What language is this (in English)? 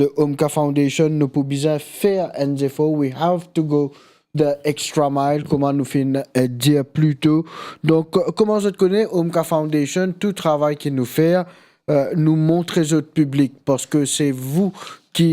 Morisyen